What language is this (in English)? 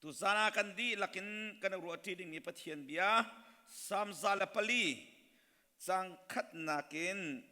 Hakha Chin